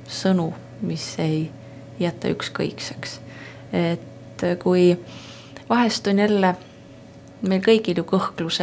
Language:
Estonian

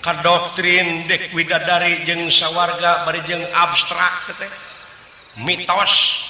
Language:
Sundanese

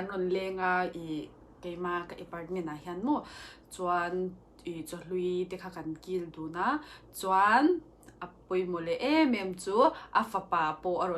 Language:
Mizo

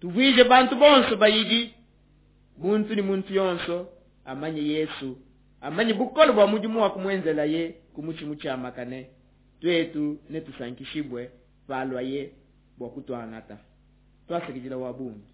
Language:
Luba-Lulua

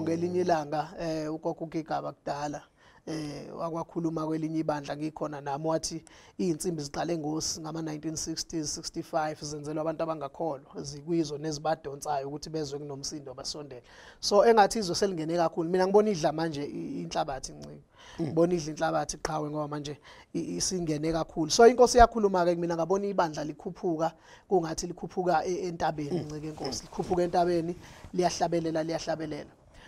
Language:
Zulu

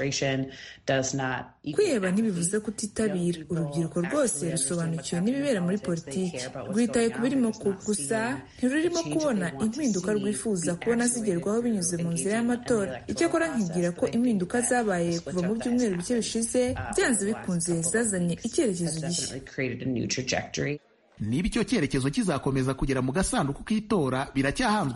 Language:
Kinyarwanda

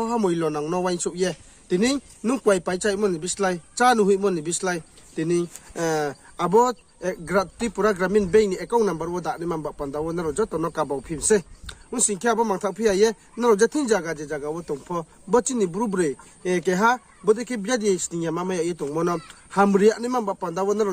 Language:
Riang (India)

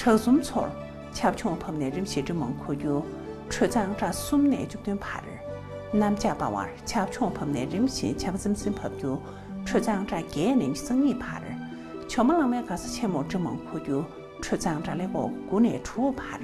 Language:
Tibetan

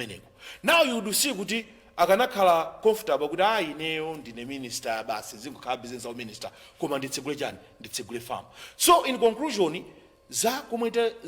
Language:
Nyanja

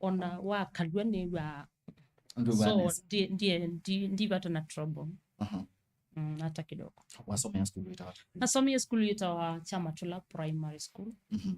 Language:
Kamba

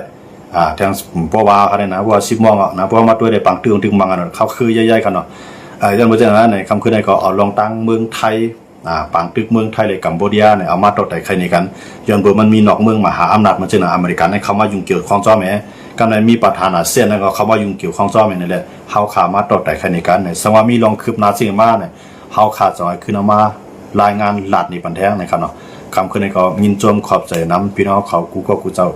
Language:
Shan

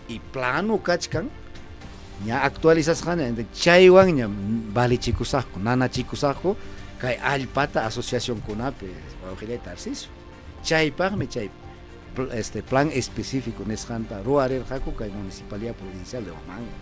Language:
Ayacucho Quechua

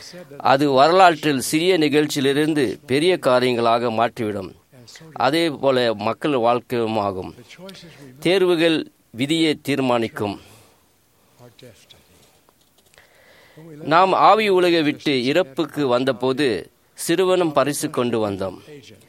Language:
Tamil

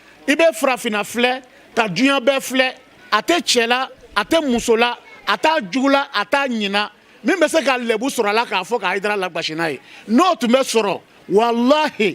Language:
Bambara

